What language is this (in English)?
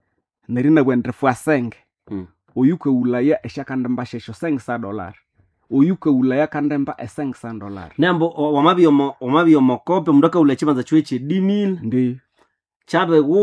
Nande